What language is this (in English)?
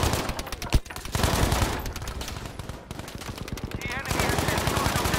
English